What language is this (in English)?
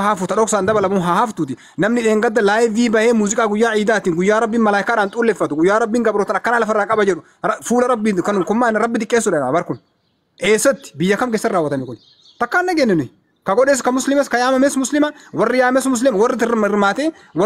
Oromo